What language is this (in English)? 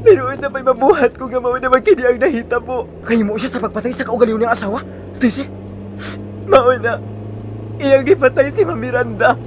Cebuano